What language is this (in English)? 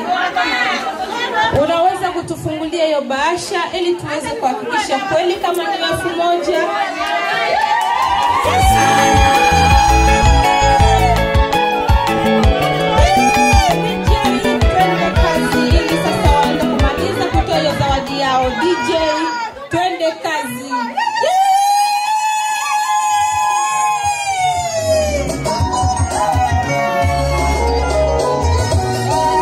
Swahili